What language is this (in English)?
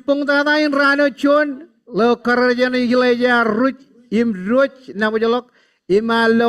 Marshallese